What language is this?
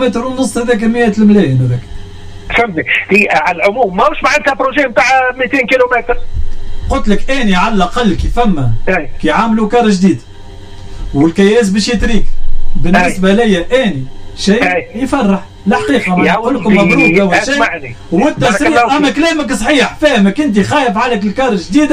Tunisian Arabic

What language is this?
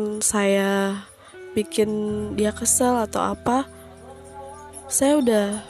Indonesian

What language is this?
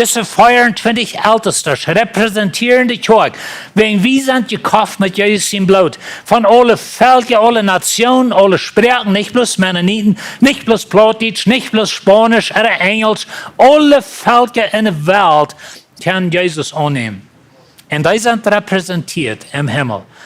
Plautdietsch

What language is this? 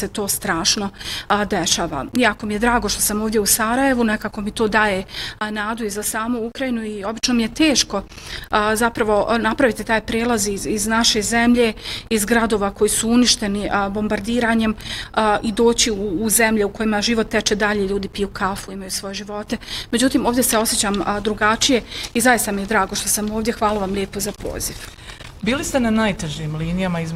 Bosnian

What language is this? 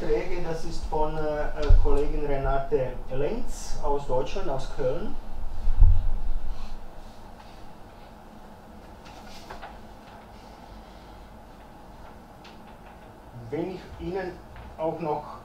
German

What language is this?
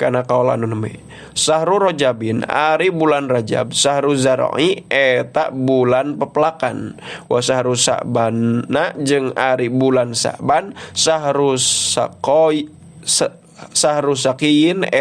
Sundanese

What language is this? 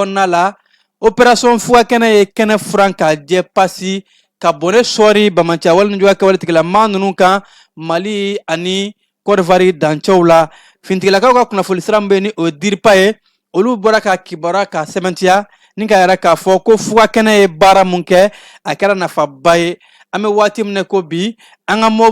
Bambara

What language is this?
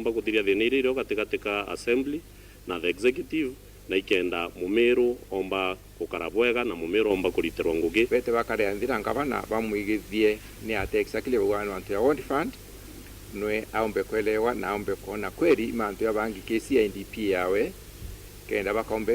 Meru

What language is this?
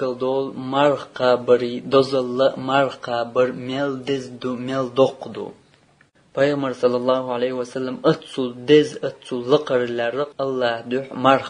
Chechen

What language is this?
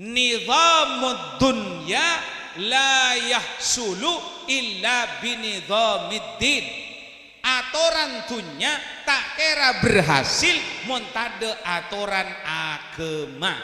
Madurese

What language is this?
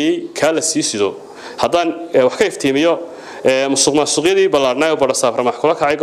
Somali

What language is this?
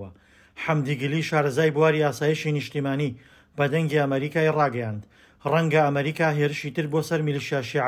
Central Kurdish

